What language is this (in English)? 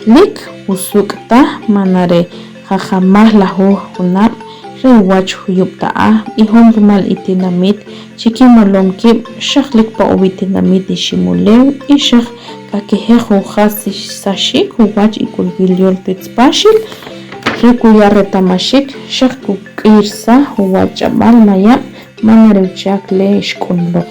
Achi